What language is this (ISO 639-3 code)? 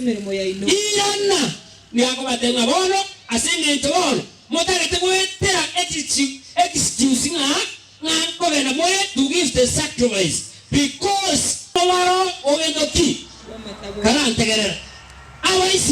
guz